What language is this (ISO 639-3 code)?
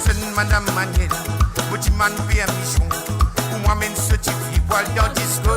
mfe